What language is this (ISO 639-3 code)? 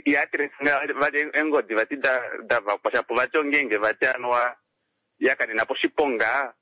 kua